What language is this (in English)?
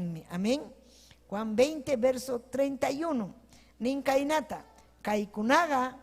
Ayacucho Quechua